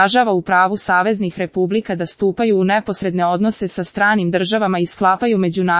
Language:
Serbian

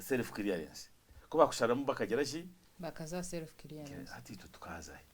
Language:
Nyankole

